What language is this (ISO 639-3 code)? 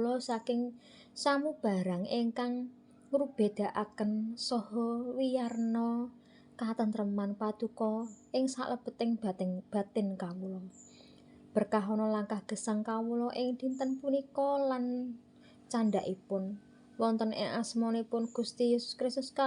jav